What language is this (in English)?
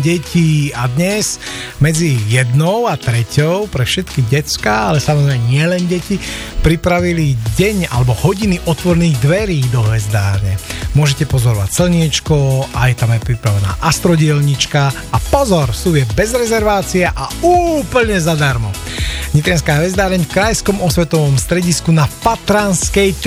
Slovak